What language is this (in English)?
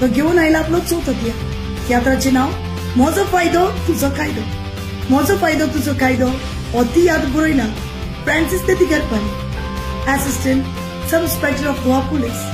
Konkani